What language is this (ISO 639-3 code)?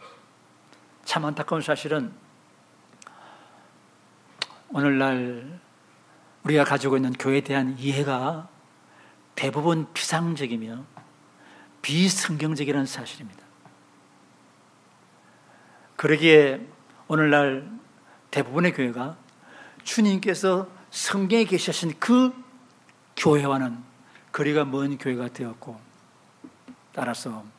kor